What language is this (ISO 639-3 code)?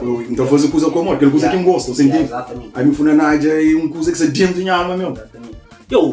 kea